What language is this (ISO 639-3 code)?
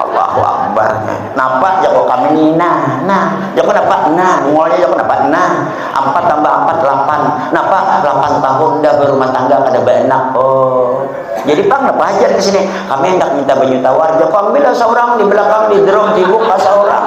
bjn